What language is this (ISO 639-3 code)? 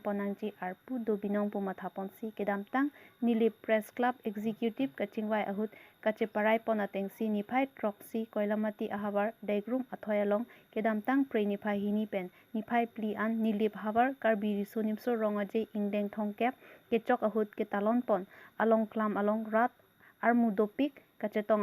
mjw